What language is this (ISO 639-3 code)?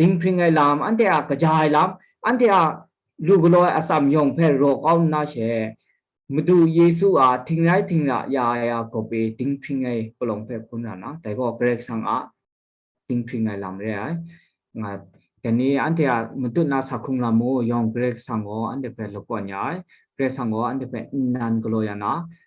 kac